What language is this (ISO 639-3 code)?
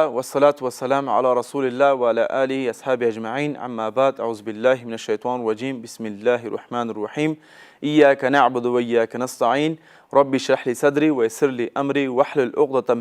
pus